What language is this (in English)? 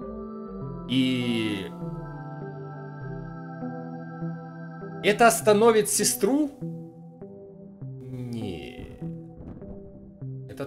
Russian